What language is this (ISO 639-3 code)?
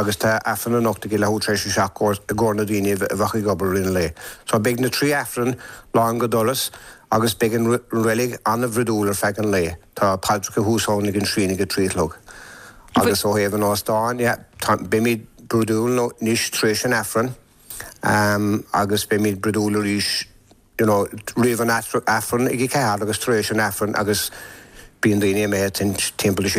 gle